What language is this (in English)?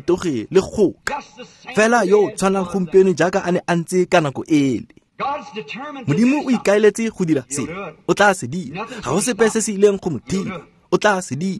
Tswana